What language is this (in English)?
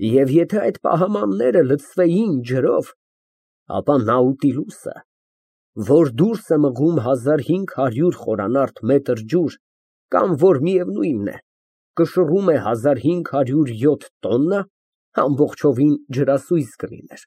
Armenian